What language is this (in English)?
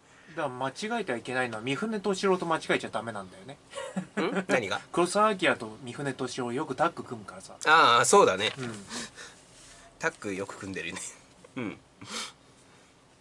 Japanese